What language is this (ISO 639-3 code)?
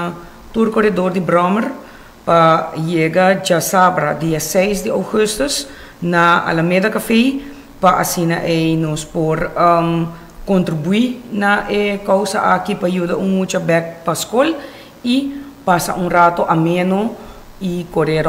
pap